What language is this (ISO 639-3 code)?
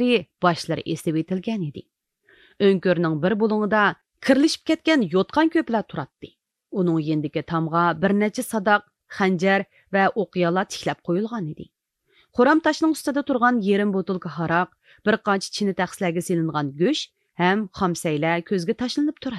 uig